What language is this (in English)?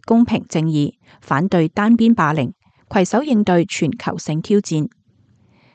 Cantonese